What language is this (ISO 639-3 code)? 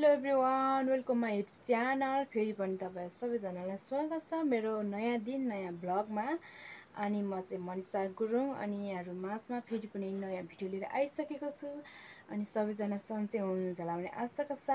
nep